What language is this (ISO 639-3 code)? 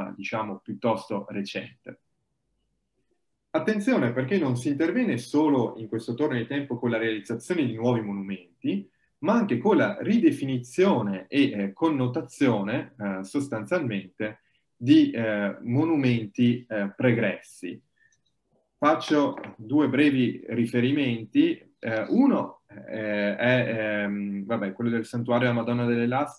ita